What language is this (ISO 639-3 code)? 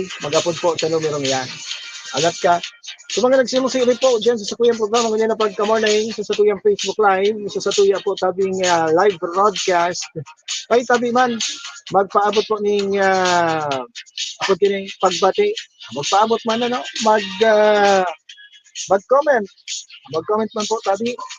bik